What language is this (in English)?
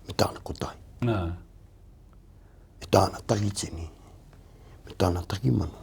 Māori